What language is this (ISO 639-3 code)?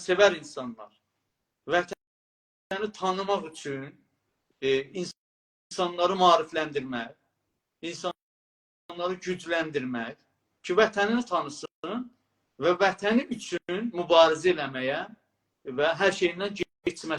azb